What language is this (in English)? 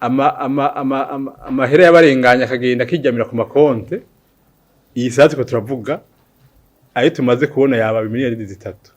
Rundi